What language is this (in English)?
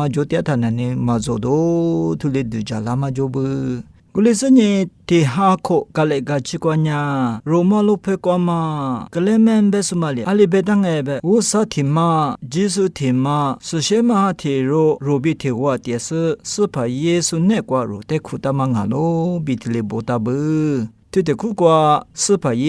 Lisu